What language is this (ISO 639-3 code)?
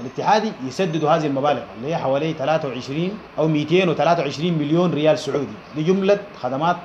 apd